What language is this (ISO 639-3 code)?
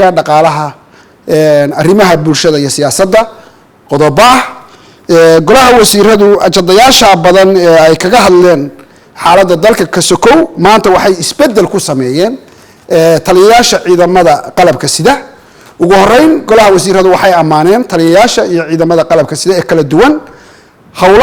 som